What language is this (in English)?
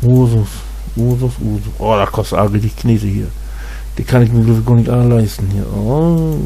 Low German